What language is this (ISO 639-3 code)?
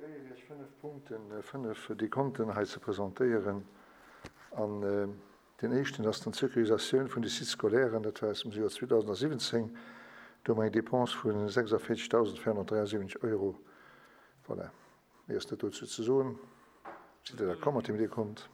ltz